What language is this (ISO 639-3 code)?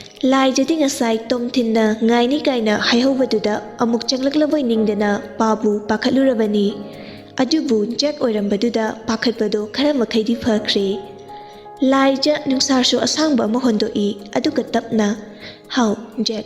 mni